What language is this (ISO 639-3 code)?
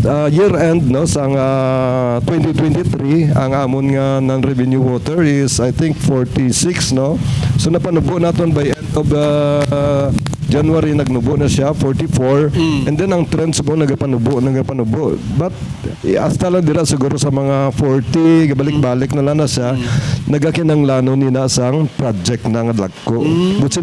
hil